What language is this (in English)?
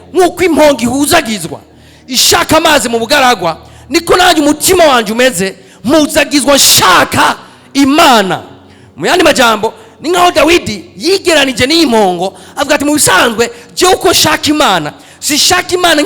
Rundi